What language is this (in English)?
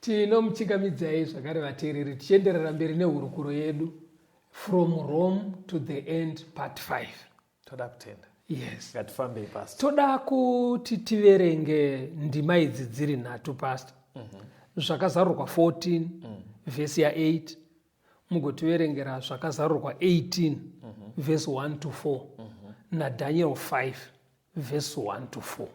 Shona